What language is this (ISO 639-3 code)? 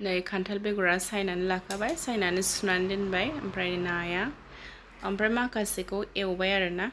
brx